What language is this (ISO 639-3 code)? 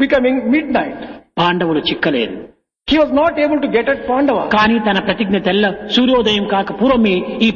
tel